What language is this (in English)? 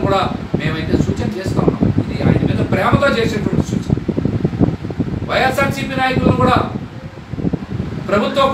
Telugu